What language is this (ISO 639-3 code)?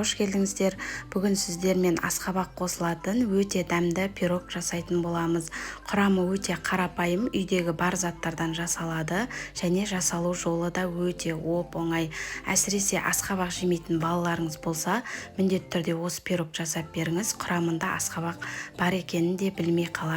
kaz